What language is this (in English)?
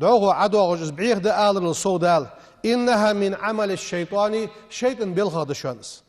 Ingush